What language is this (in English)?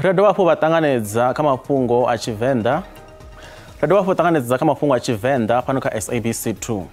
Venda